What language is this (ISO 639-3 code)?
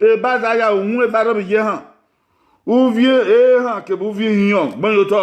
bin